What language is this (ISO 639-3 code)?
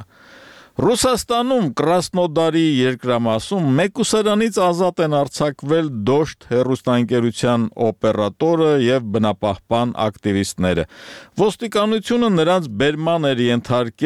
hye